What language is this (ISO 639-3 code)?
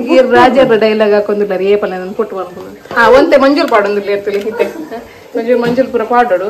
tcy